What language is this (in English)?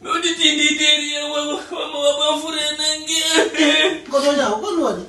Fula